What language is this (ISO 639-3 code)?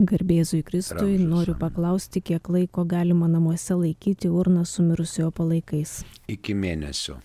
lit